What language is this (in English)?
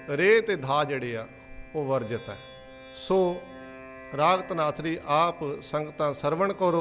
Punjabi